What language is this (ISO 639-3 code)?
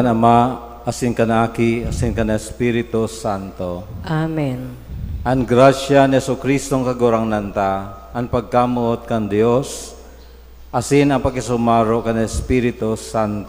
bik